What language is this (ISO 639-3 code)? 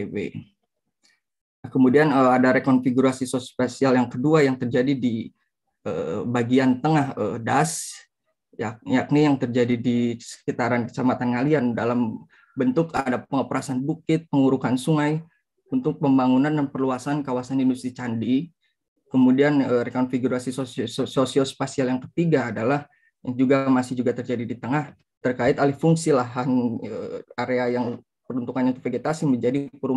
ind